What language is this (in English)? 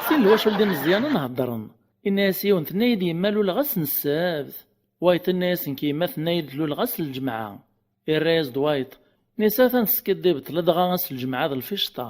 Kabyle